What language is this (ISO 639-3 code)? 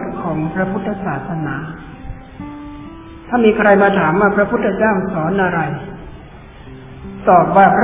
tha